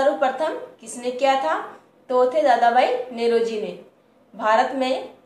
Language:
Hindi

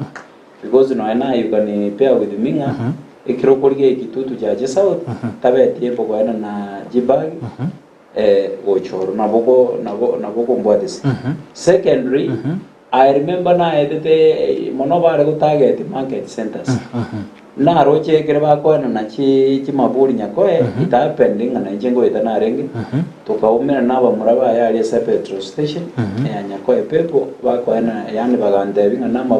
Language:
Gusii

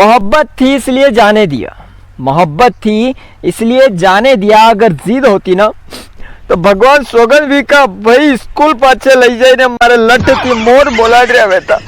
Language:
Rajasthani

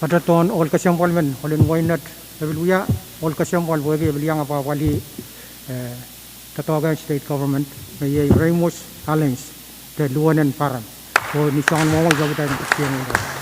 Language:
Pohnpeian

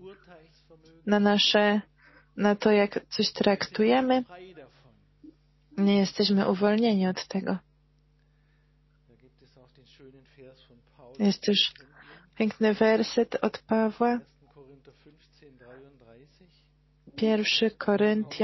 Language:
Polish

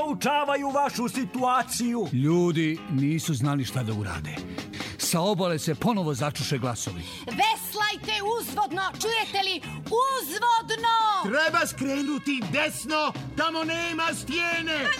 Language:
Serbian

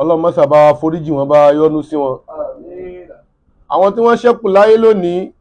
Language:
Yoruba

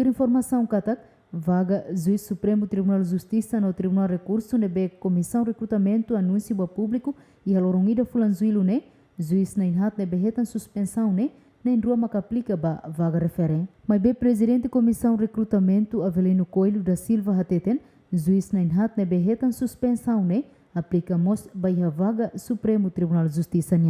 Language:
Tetum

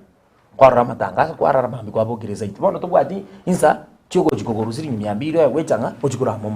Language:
Gusii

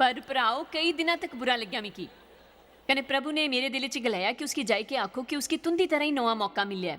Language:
Dogri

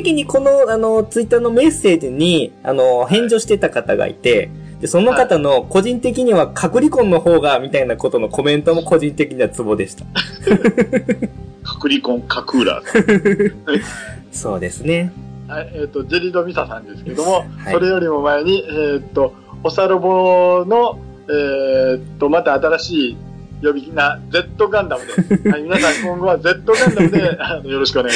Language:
Japanese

